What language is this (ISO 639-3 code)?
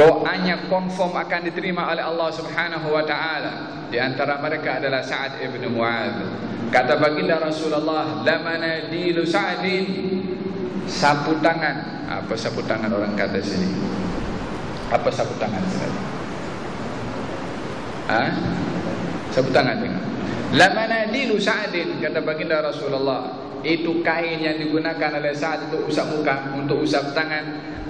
msa